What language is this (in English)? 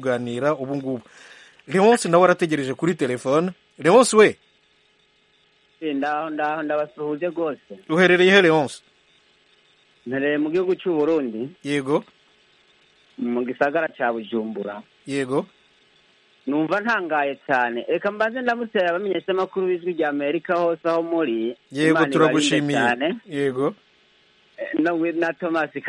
Kinyarwanda